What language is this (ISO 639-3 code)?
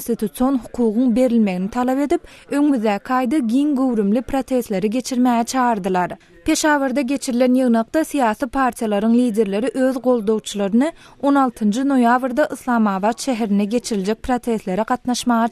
tuk